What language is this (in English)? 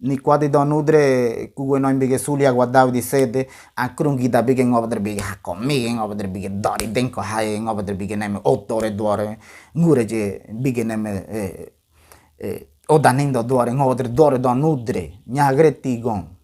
Ngäbere